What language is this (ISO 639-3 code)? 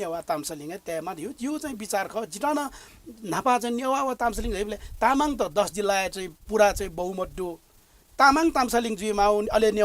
new